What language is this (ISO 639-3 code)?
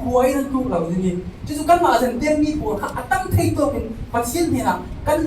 cfm